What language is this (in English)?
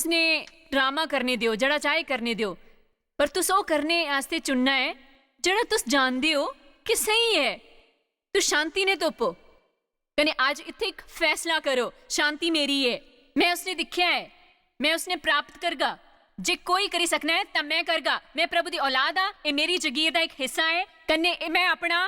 Dogri